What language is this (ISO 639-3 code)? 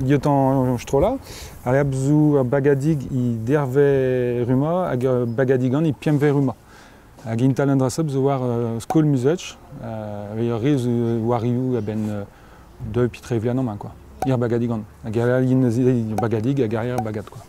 bre